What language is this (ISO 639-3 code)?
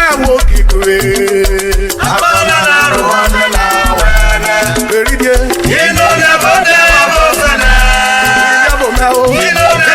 urh